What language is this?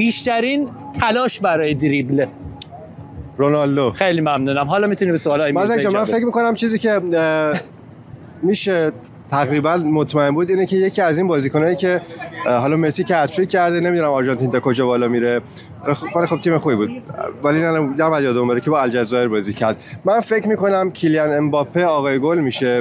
Persian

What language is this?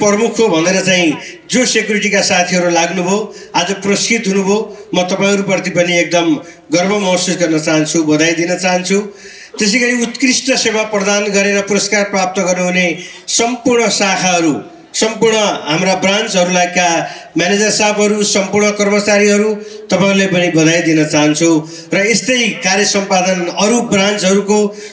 Nepali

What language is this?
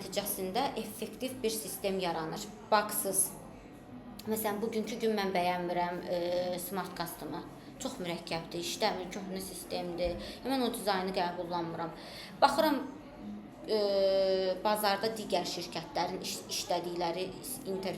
Azerbaijani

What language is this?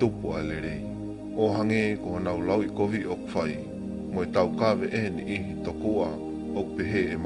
Tongan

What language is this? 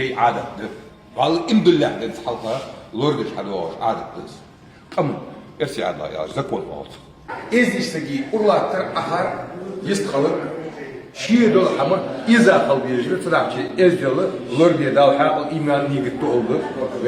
Ingush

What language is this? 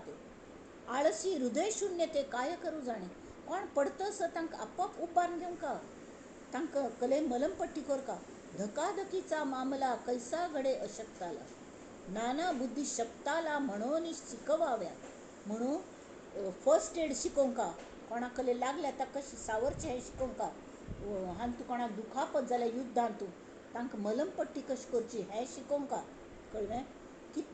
Konkani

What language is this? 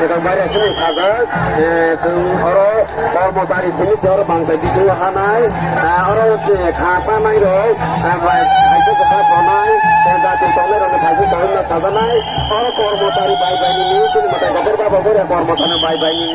Kok Borok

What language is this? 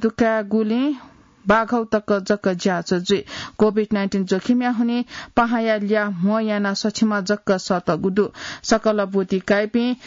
Newari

